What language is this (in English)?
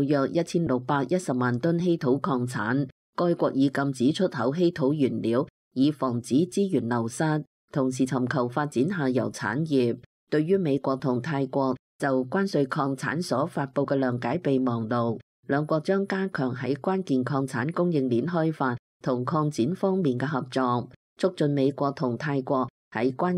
Cantonese